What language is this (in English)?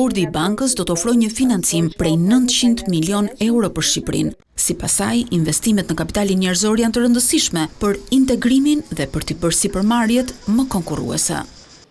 Albanian